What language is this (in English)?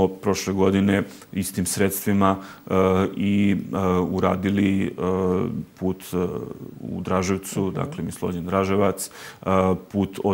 Serbian